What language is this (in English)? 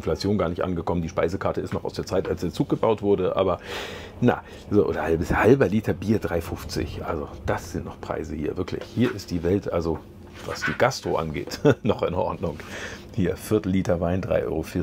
German